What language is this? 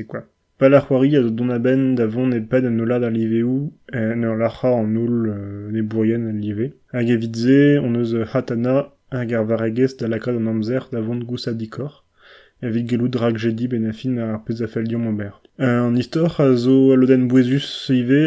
Breton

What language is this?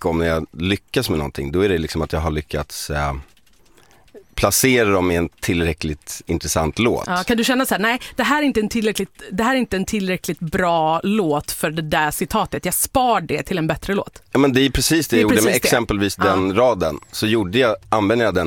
Swedish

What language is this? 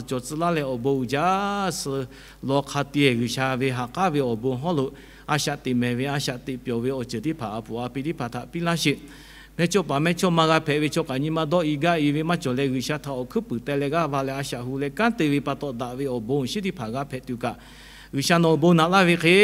Lahu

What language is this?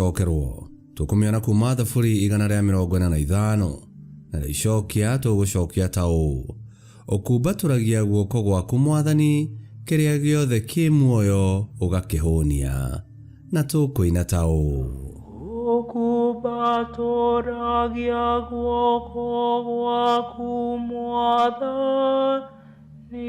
Kikuyu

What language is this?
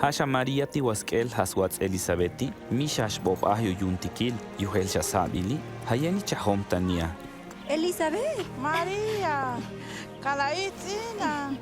Tojolabal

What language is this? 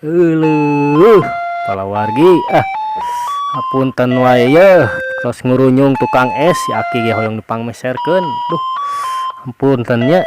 Sundanese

